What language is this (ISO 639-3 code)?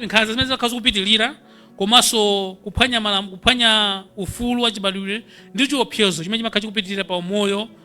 nya